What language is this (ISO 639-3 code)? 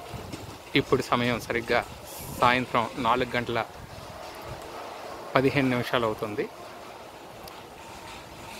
tel